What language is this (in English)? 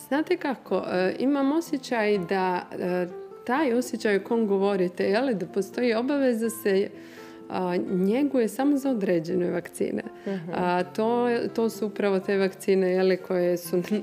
Bosnian